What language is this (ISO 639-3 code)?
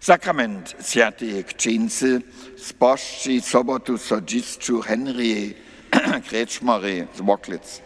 hsb